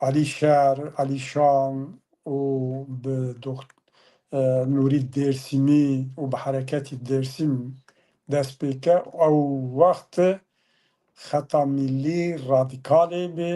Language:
Zaza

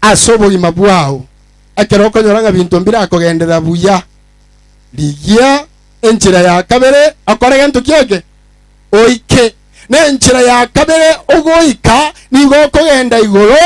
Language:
Gusii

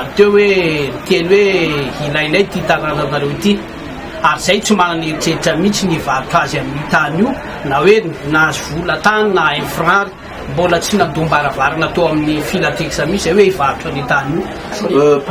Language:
Malagasy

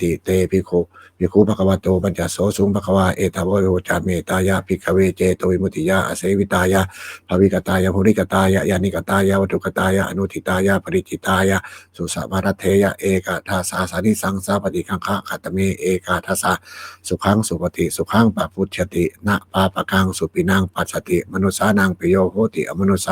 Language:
Pali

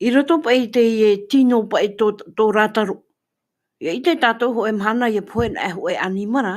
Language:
Tahitian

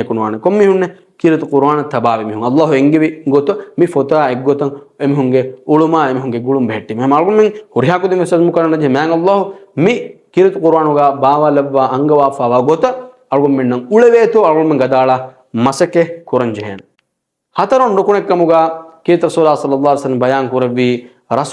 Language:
Divehi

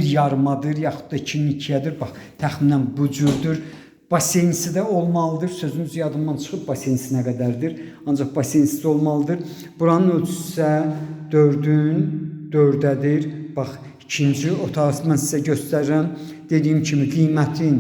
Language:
Azerbaijani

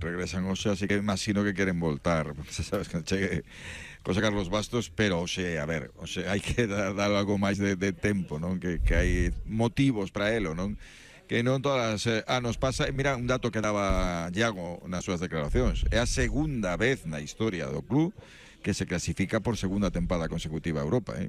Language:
Galician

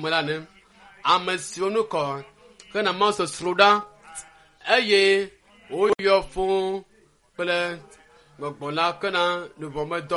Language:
Ewe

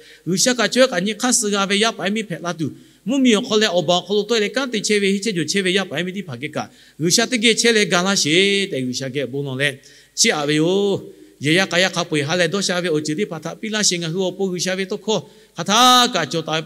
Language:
Lahu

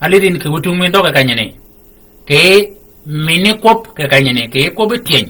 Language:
Shilluk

